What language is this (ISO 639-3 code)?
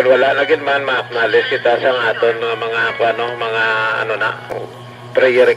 hil